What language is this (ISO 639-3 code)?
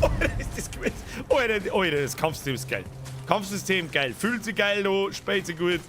bar